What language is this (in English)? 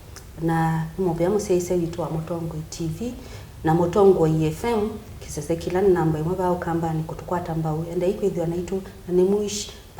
Kamba